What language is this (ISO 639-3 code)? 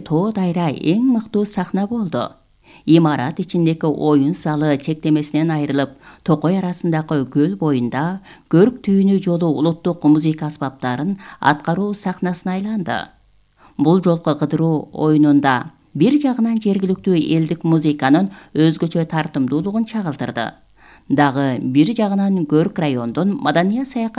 kir